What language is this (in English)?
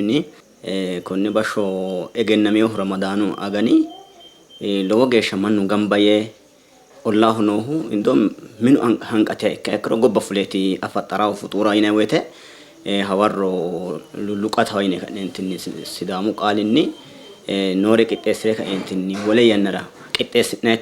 Sidamo